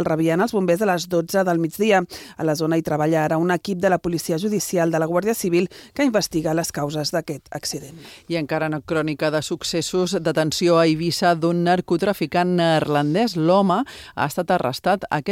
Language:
Catalan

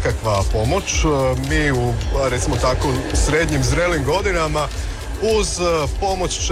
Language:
Croatian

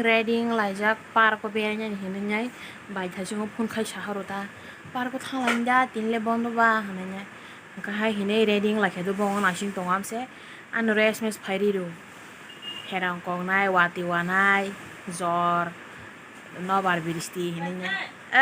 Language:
Kok Borok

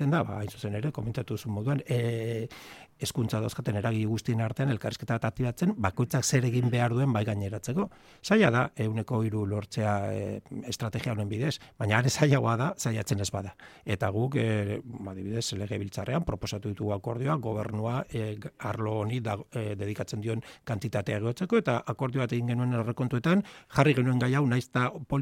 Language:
Basque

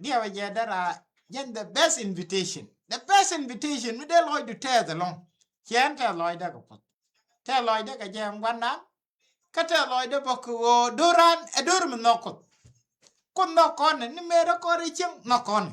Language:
Nuer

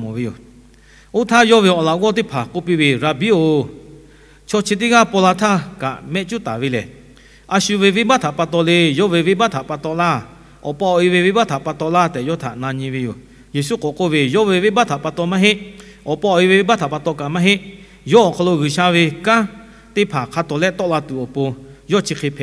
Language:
Lahu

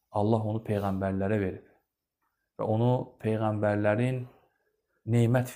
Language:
Azerbaijani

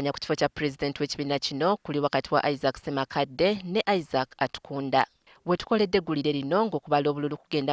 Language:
Ganda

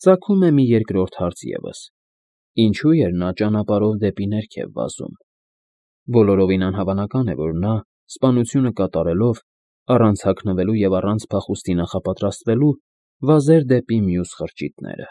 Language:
Armenian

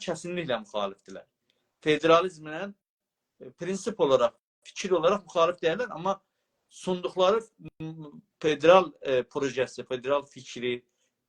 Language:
South Azerbaijani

